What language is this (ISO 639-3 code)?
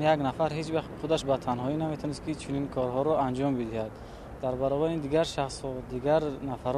tgk